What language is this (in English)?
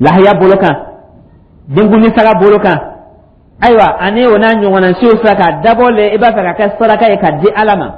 Dyula